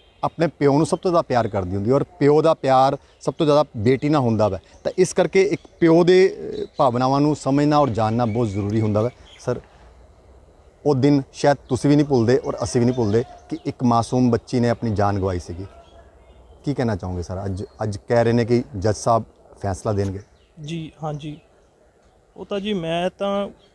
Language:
Punjabi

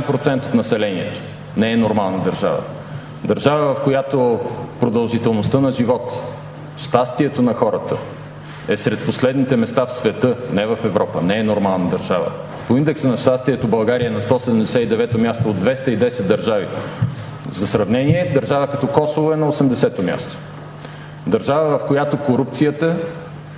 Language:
Bulgarian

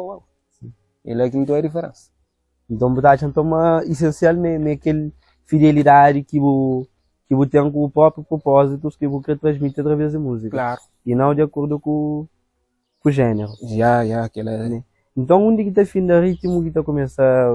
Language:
Kabuverdianu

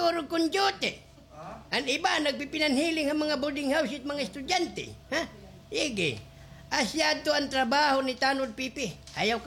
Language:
Waray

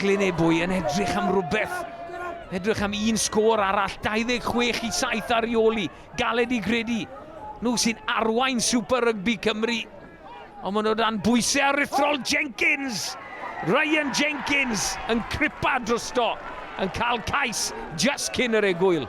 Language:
Welsh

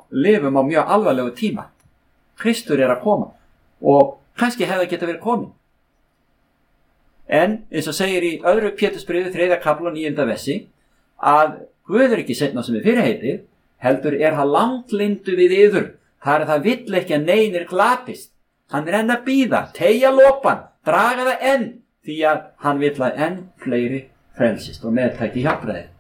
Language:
Icelandic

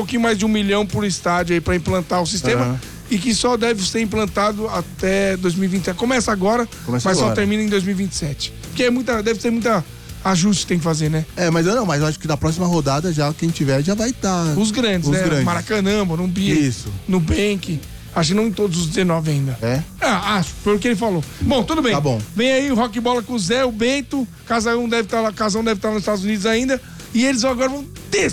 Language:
Portuguese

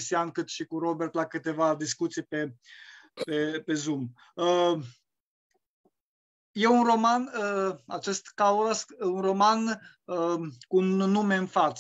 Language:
Romanian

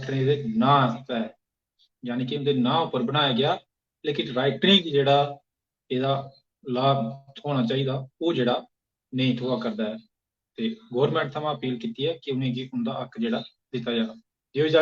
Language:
Dogri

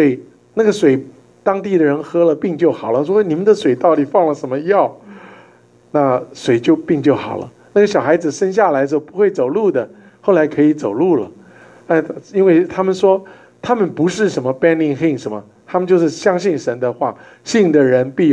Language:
Chinese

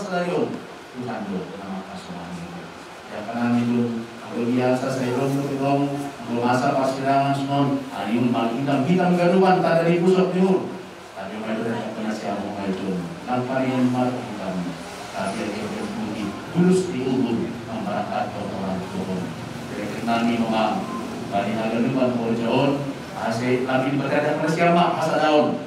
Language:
Batak Simalungun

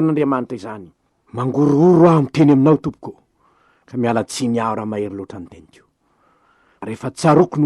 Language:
Malagasy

